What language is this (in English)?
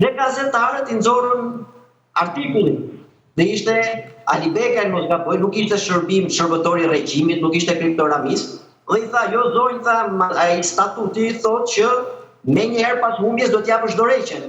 Albanian